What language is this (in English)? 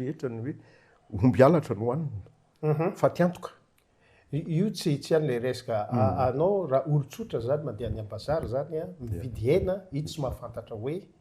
Malagasy